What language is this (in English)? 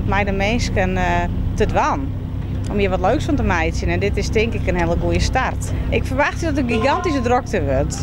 Western Frisian